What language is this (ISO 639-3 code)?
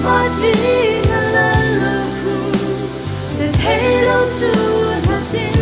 hmr